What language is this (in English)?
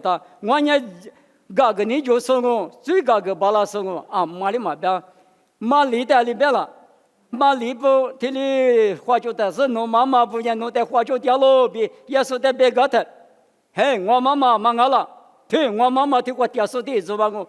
Lisu